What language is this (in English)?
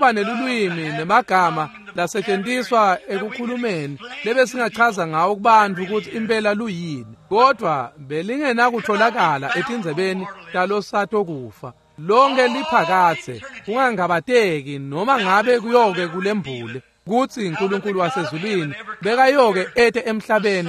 Swati